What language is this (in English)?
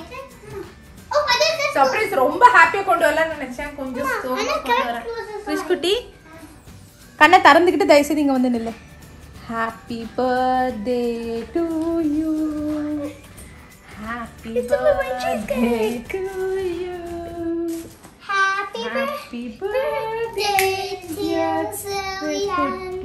Tamil